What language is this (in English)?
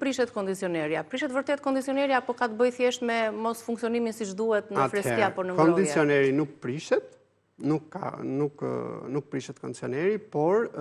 Albanian